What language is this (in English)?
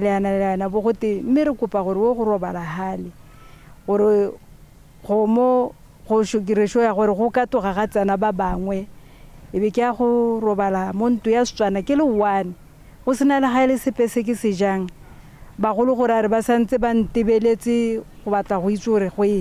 Tswana